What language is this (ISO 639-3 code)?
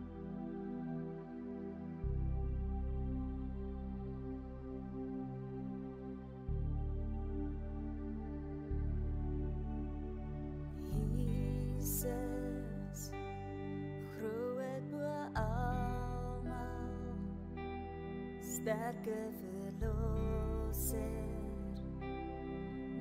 afr